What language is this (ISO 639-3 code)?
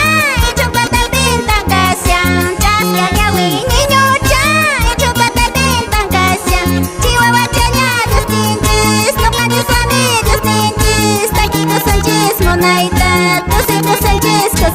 que